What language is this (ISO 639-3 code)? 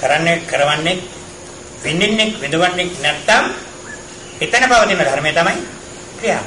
sin